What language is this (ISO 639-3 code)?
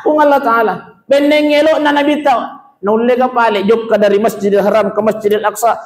bug